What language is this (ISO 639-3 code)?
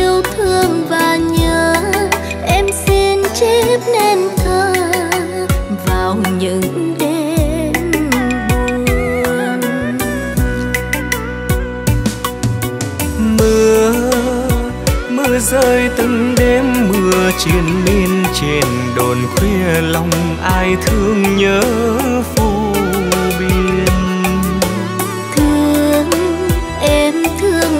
vie